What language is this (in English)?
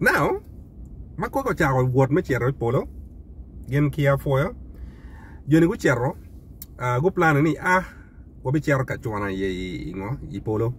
Acoli